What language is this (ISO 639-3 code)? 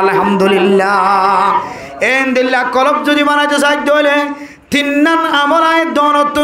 rhg